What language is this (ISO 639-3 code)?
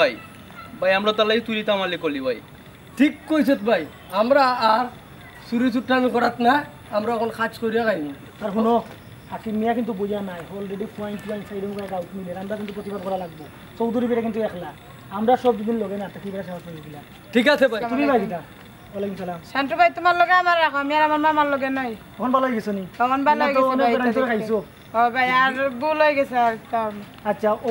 syl